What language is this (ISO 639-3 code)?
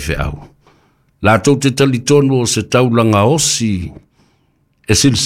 smo